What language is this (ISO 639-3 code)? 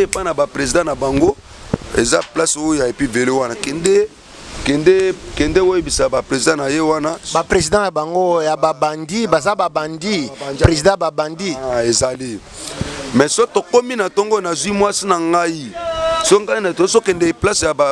lin